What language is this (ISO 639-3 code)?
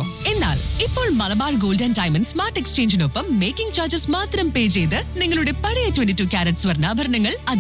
mal